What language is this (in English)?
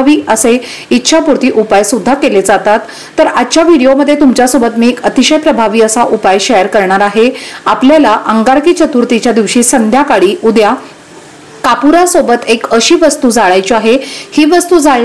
Marathi